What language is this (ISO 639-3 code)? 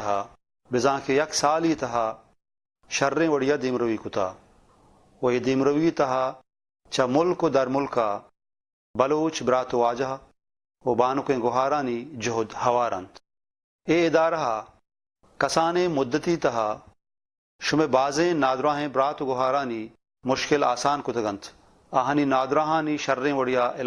bal